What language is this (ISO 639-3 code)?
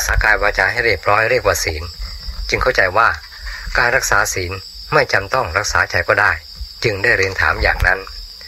tha